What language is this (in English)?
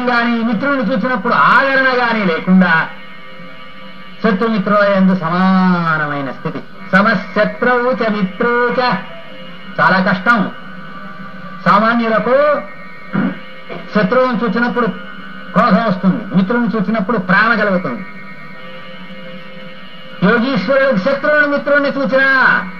Telugu